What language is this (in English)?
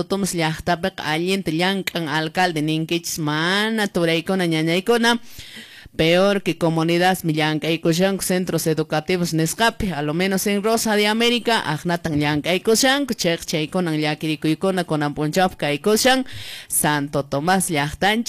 Quechua